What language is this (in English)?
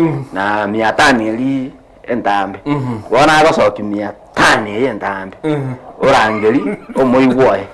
Gusii